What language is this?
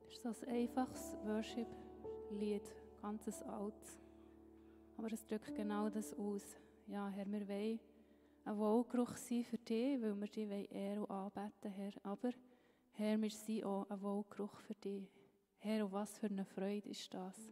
Swiss German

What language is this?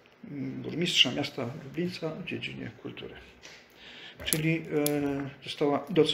Polish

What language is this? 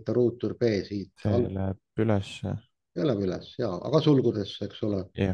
Estonian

